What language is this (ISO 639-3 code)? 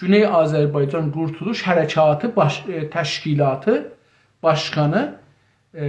azb